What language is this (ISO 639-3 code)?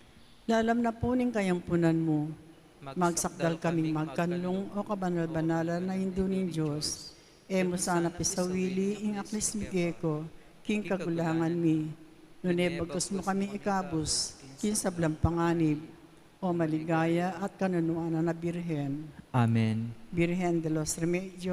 pam